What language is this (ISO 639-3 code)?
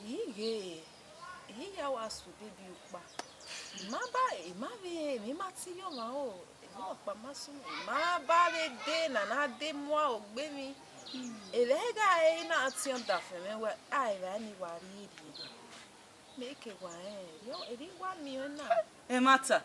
bin